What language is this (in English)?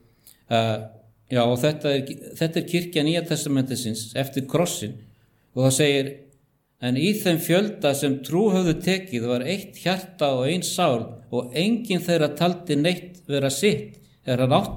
Icelandic